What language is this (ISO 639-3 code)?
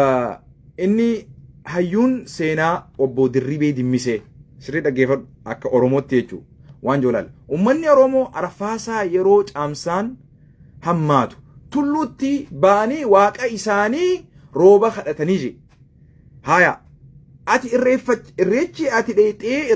orm